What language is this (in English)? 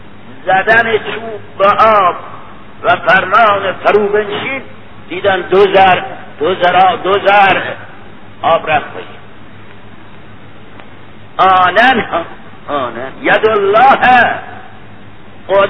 Persian